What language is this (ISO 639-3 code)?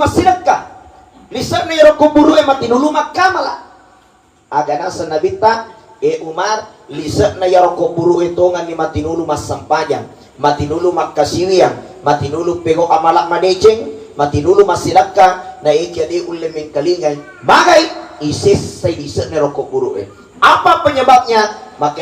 bug